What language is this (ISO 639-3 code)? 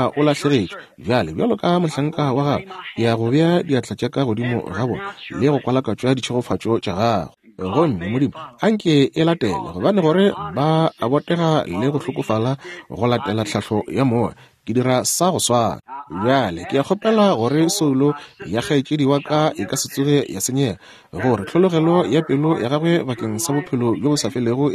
nso